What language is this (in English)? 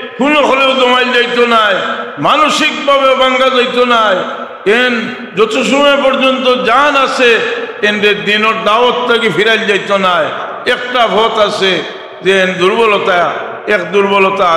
Sylheti